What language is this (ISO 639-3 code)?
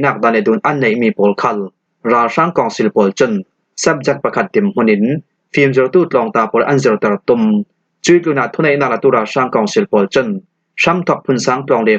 cfm